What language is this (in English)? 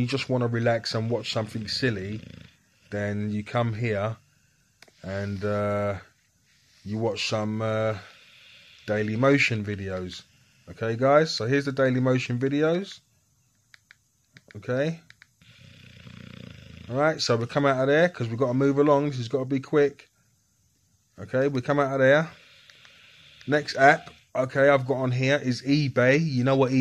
English